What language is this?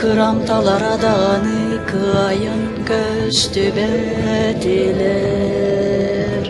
Yakut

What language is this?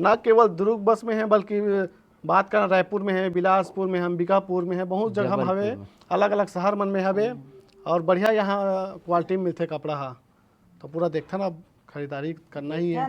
Chhattisgarhi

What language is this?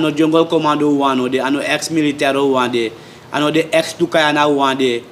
Sranan Tongo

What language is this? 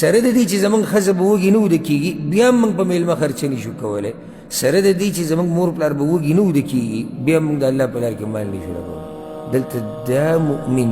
Pashto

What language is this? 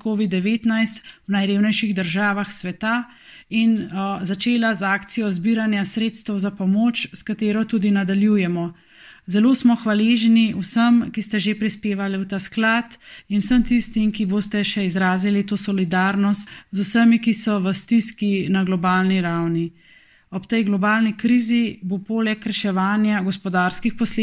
Slovenian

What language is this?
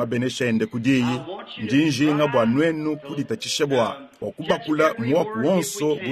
Luba-Lulua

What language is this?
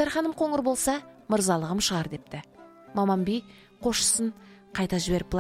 Kazakh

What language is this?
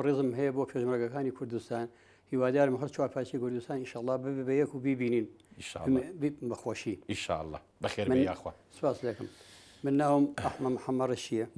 Central Kurdish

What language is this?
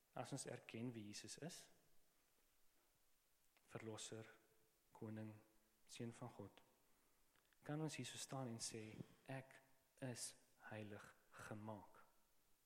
Afrikaans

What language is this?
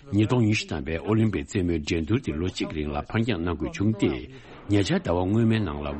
Tibetan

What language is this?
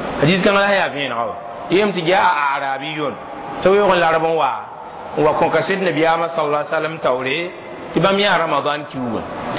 Mossi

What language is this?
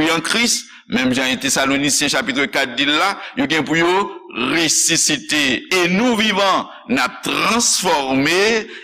Haitian Creole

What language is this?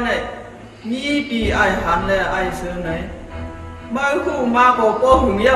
Shan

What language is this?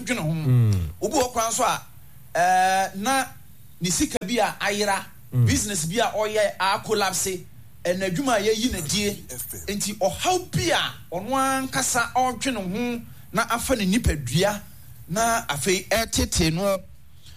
Akan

